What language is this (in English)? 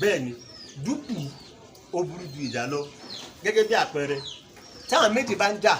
Yoruba